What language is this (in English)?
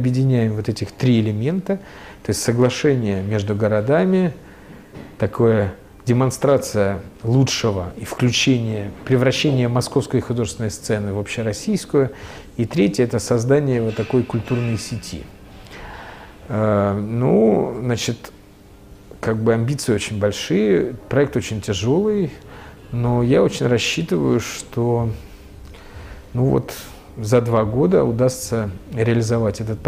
Russian